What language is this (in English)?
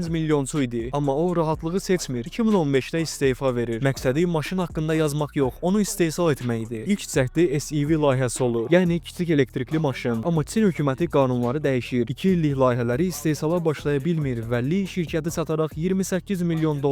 Azerbaijani